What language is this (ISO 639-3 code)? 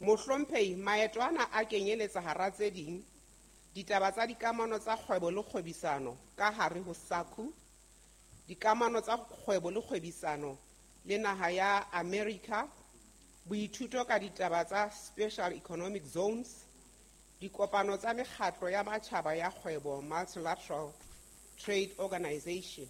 sot